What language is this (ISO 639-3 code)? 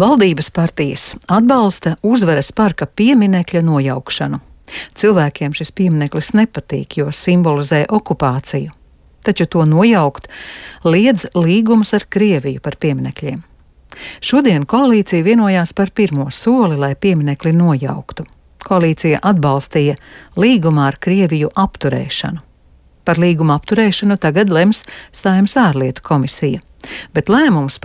lav